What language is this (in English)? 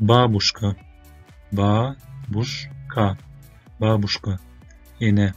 Turkmen